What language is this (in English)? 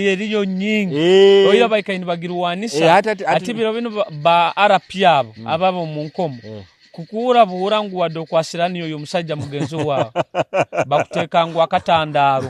Nyoro